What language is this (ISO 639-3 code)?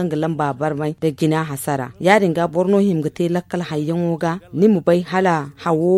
dje